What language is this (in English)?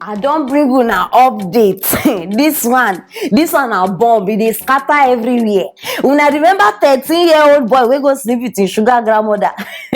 Nigerian Pidgin